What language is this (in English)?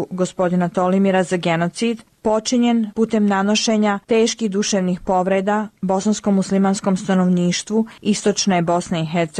Bosnian